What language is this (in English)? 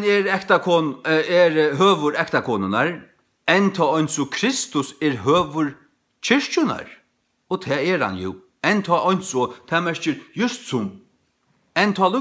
Faroese